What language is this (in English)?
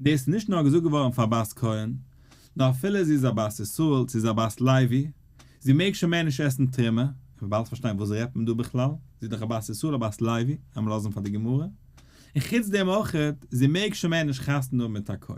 Yiddish